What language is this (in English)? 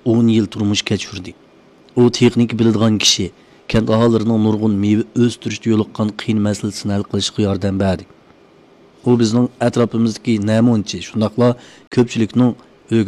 Uyghur